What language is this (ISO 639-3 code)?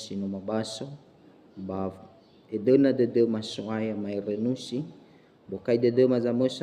nia